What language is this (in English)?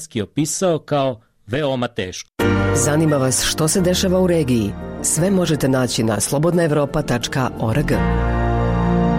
Bosnian